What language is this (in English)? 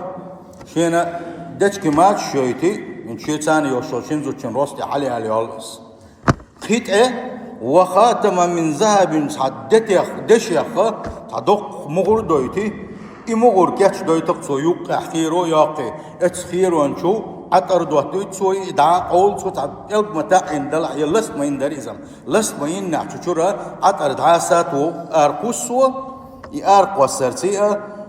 Chechen